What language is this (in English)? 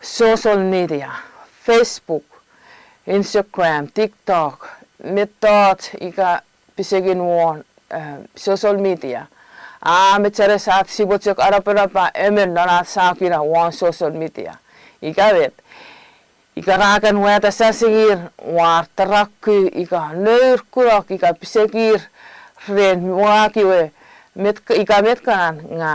Chuukese